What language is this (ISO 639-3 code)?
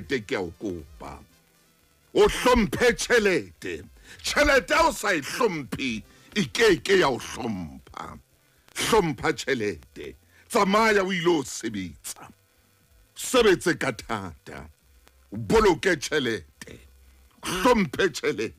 sot